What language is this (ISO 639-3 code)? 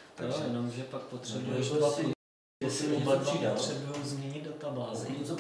ces